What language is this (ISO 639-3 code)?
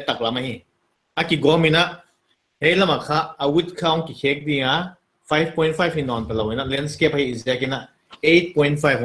pck